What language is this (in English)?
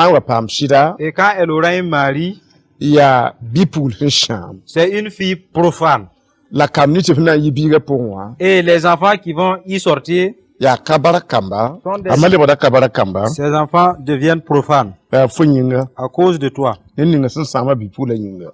Mossi